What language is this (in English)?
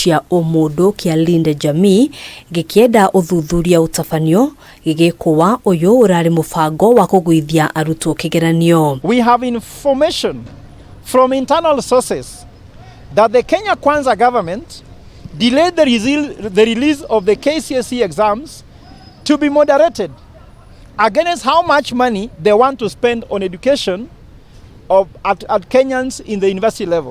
Kikuyu